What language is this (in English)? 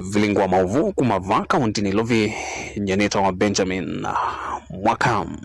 Kamba